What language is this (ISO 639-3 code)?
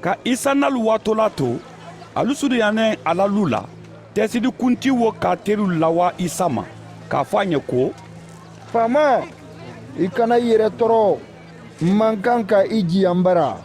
man